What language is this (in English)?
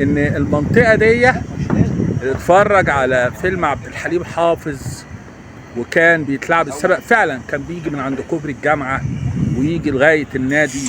Egyptian Arabic